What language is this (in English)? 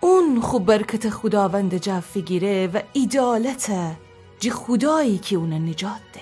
Gilaki